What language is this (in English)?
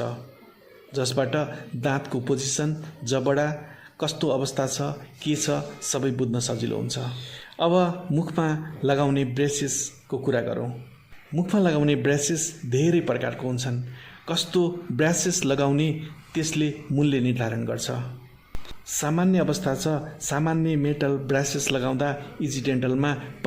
Nepali